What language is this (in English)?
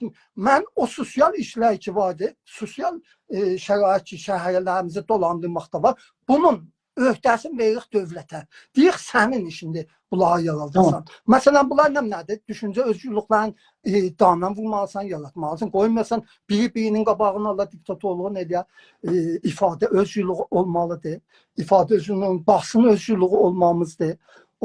South Azerbaijani